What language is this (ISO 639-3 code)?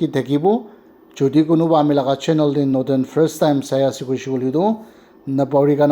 nag